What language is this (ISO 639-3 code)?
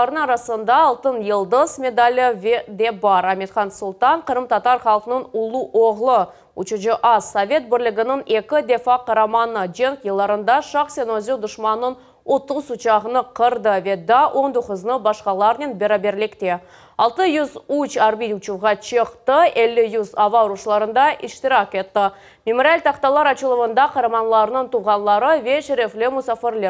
crh